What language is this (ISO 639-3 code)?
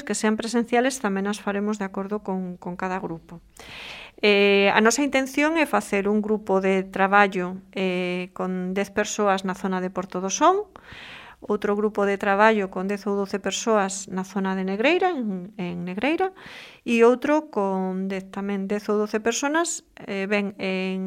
glg